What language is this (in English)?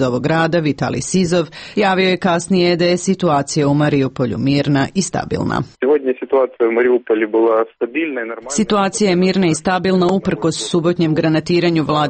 Serbian